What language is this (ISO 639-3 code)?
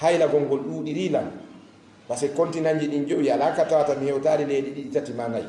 ful